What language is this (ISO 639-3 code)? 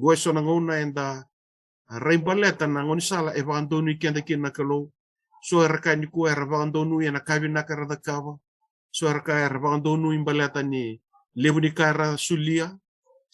fij